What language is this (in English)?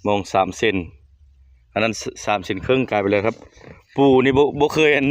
Northeastern Thai